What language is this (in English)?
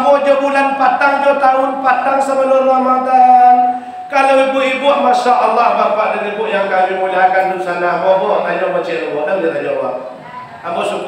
Minangkabau